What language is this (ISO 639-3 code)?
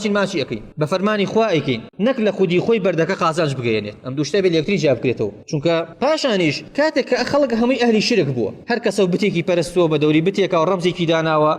ckb